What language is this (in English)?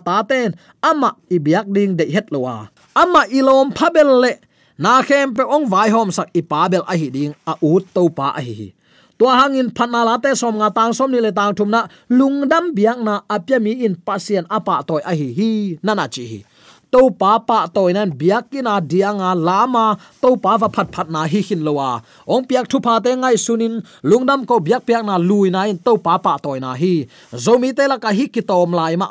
Tedim Chin